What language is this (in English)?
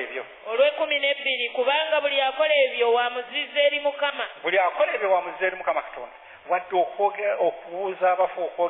Ganda